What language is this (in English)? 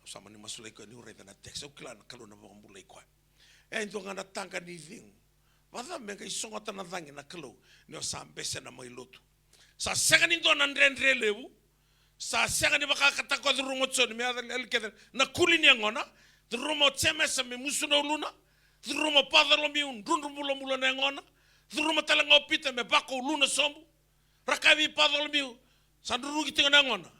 Fijian